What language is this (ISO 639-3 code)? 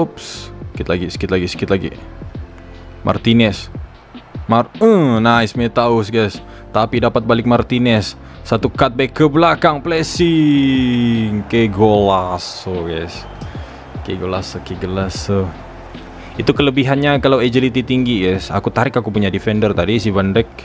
msa